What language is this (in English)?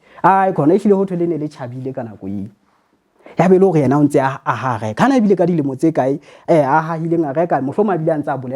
Southern Sotho